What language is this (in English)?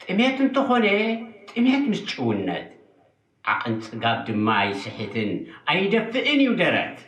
Tigrinya